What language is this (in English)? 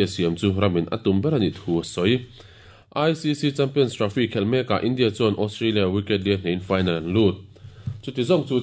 Mizo